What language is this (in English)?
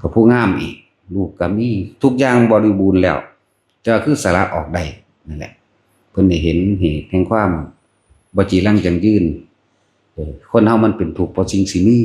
Lao